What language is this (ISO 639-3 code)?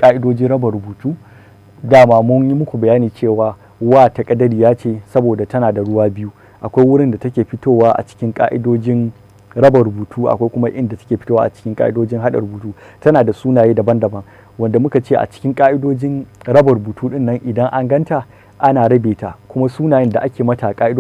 hau